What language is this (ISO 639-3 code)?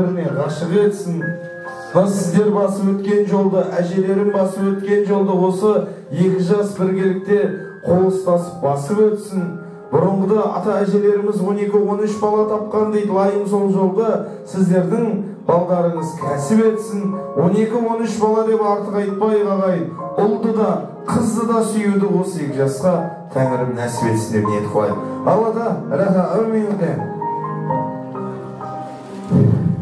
kaz